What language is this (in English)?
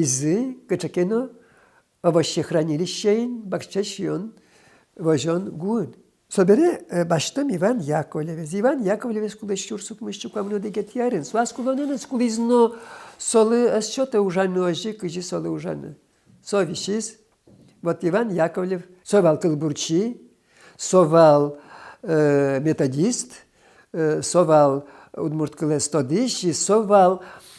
Udmurt